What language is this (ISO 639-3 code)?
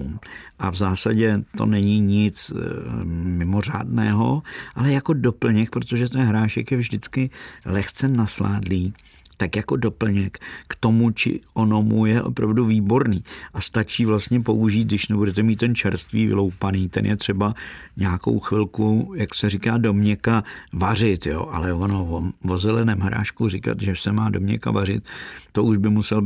ces